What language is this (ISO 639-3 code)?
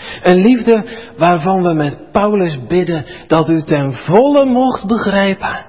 nld